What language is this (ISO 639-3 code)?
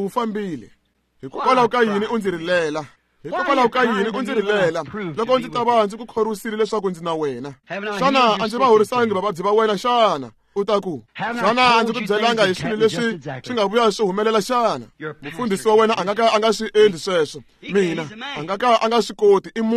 tso